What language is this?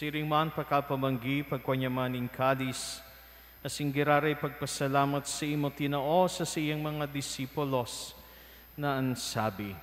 Bikol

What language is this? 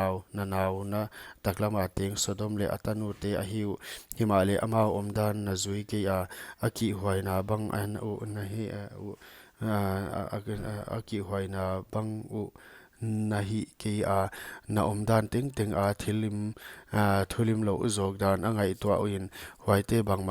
Paite Chin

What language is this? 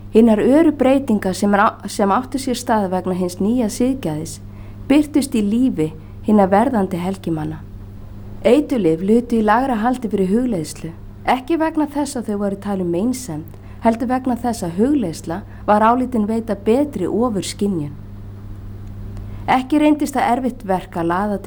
Icelandic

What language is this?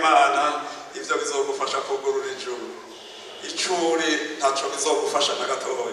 Rundi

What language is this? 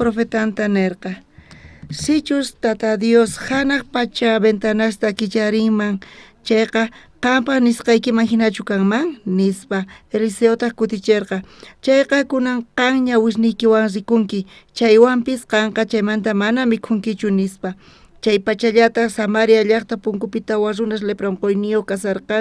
South Bolivian Quechua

